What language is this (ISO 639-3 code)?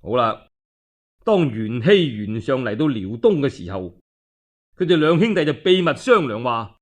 yue